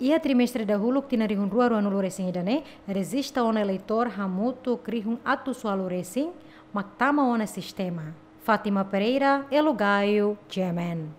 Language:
Tetum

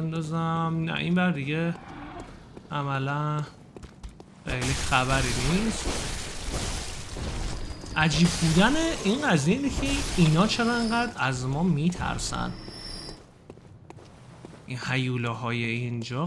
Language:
Persian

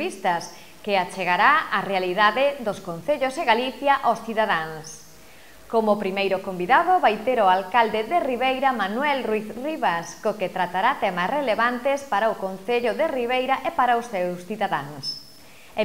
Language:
Galician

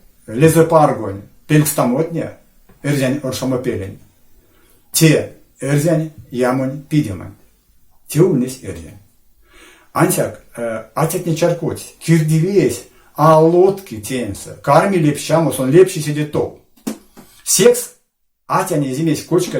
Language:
Erzya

